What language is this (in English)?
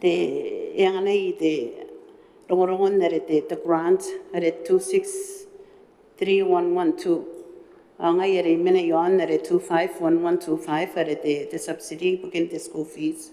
Gilbertese